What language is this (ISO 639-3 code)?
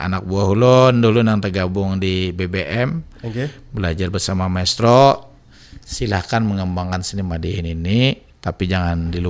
bjn